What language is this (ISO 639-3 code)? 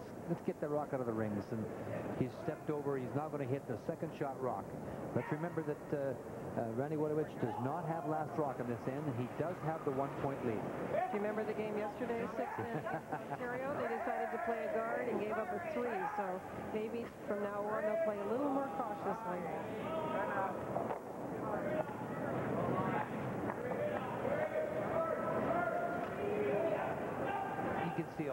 eng